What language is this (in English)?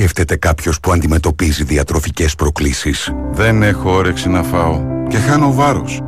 Greek